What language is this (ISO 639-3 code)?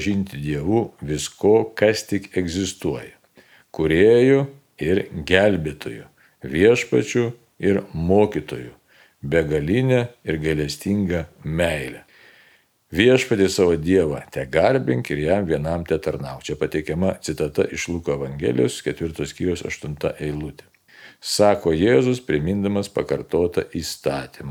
lit